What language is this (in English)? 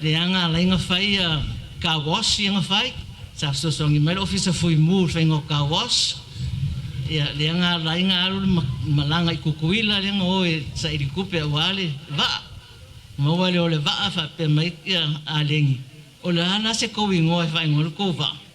Samoan